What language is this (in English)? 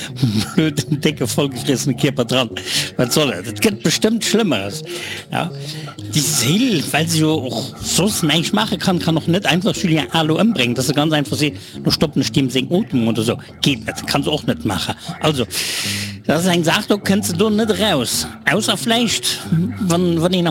Luxembourgish